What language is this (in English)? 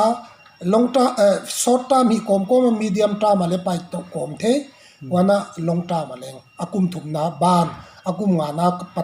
Paite Chin